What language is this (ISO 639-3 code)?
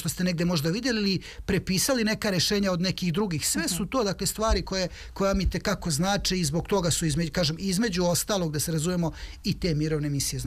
srp